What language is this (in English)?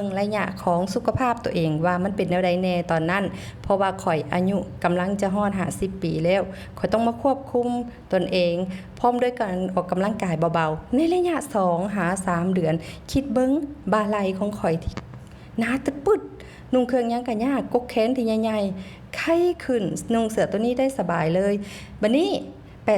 Lao